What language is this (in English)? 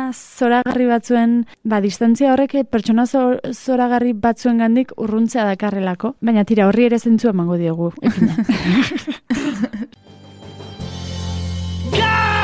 Basque